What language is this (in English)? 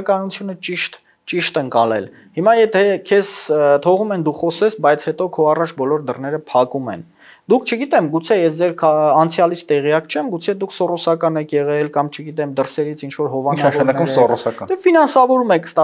Armenian